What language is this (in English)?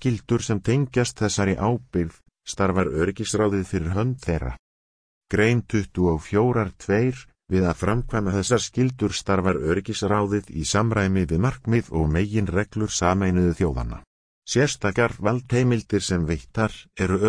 Icelandic